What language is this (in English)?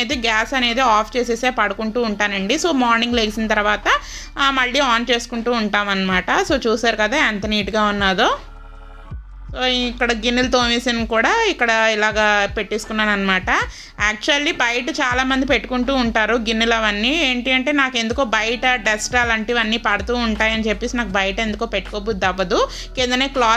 Telugu